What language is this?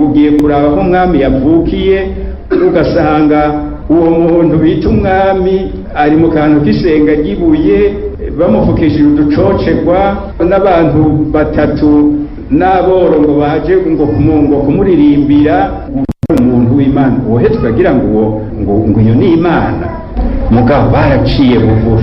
Rundi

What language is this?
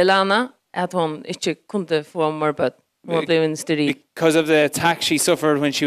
Faroese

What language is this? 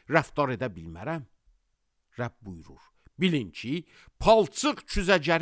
Azerbaijani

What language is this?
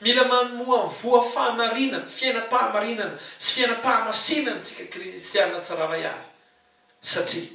Malagasy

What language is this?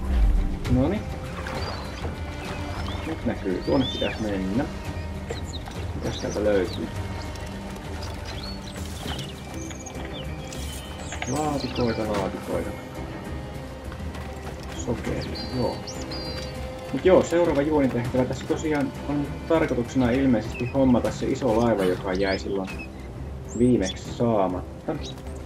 Finnish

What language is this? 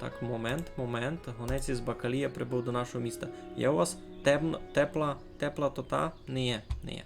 Rusyn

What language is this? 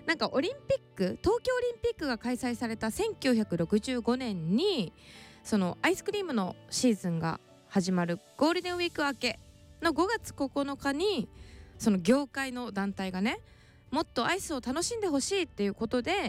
Japanese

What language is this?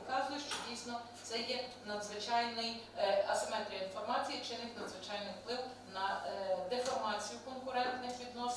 Ukrainian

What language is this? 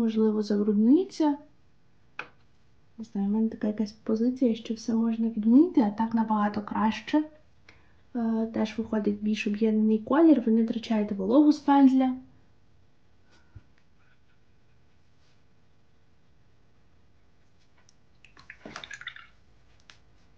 Ukrainian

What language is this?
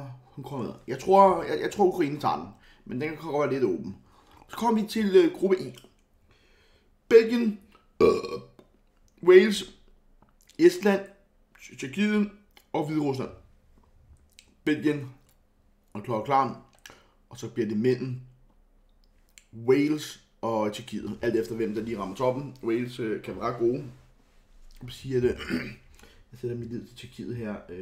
Danish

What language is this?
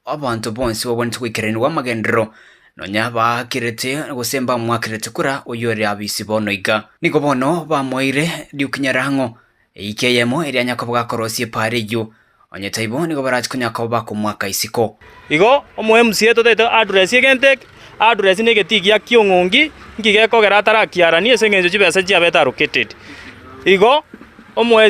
Gusii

